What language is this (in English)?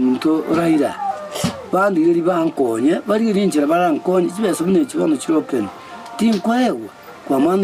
Gusii